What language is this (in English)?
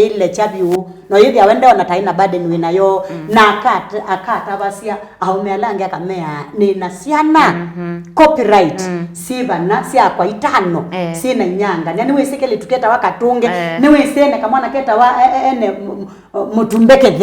Kamba